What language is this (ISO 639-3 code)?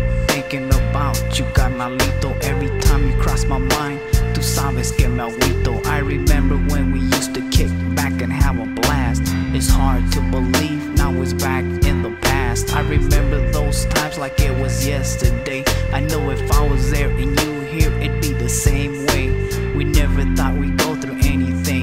eng